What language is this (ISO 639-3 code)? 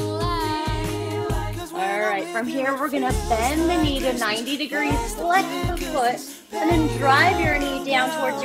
eng